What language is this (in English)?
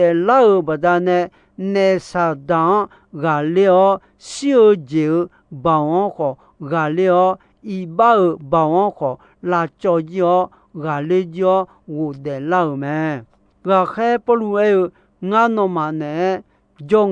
Akha